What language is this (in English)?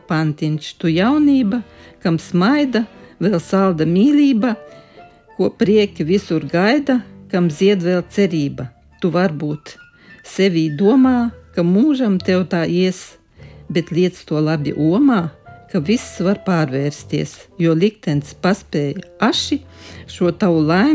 Latvian